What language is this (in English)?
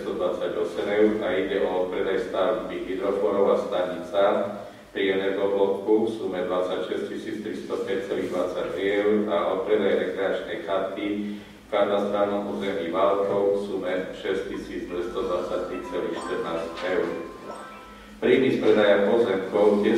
Slovak